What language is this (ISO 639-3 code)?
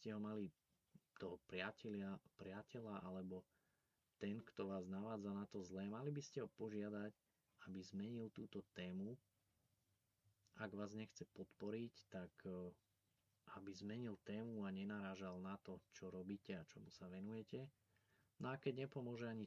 slk